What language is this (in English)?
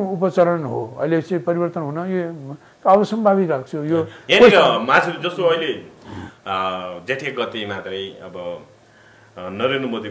Nepali